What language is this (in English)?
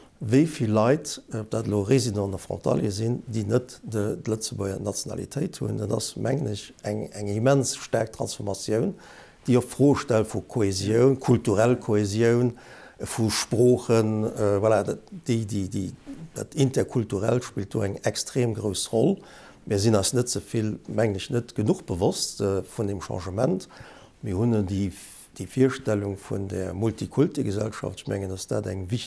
Luxembourgish